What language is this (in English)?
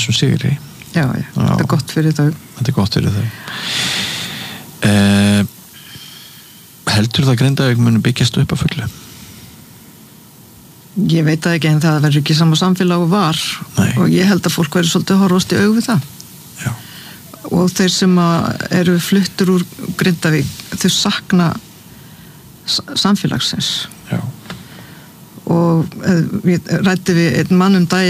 Icelandic